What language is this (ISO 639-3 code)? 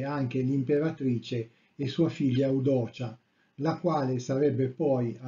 ita